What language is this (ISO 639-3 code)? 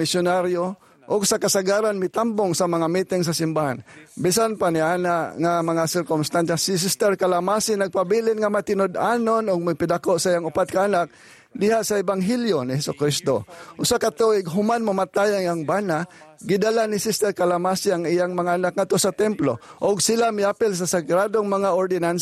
ceb